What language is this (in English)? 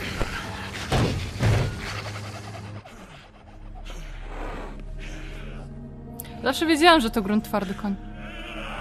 Polish